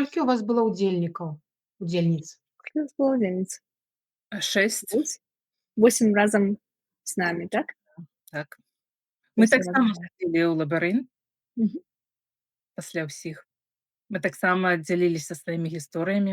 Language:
Belarusian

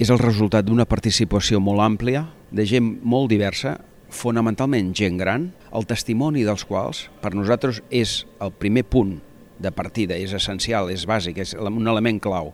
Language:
Catalan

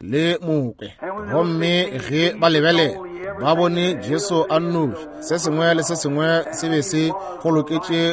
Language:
Northern Sotho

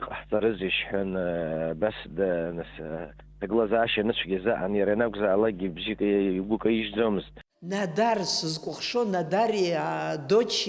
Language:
Abkhazian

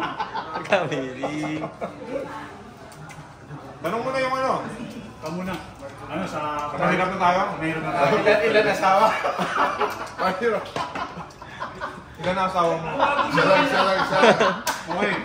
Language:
Filipino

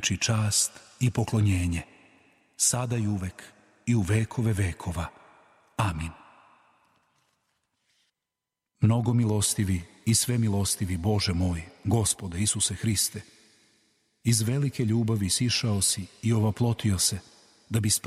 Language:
Serbian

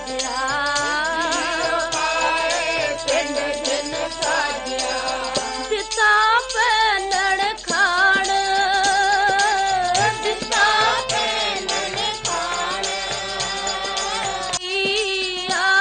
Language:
Punjabi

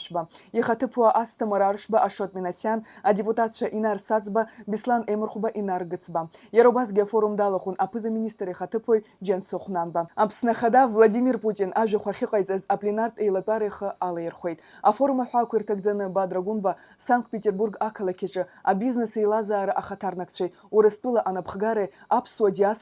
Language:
Abkhazian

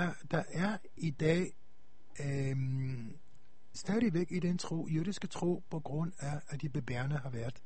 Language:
Danish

